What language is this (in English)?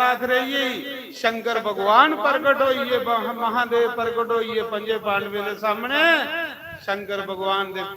Dogri